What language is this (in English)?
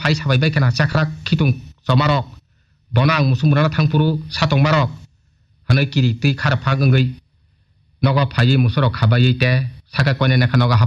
Kok Borok